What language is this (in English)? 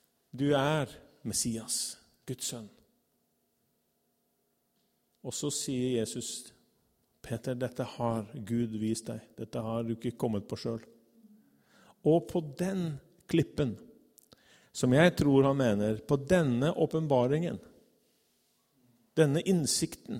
Norwegian